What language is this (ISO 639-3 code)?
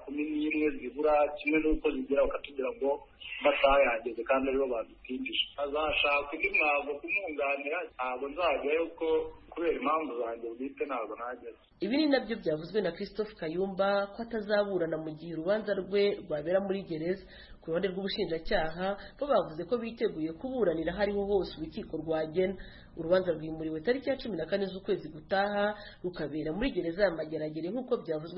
kin